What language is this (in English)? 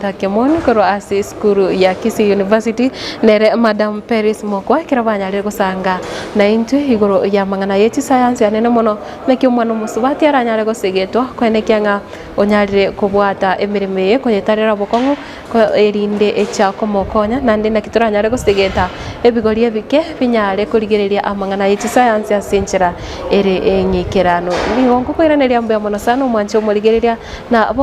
Gusii